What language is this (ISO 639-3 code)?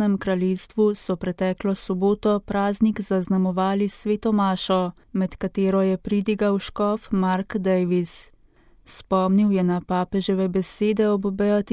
slv